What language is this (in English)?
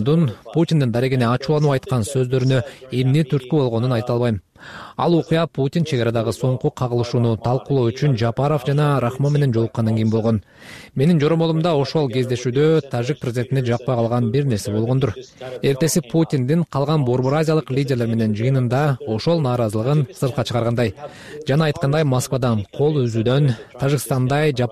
Kyrgyz